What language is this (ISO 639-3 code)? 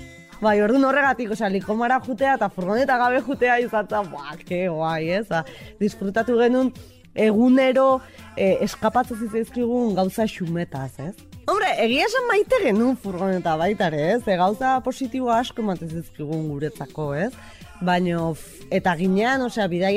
eus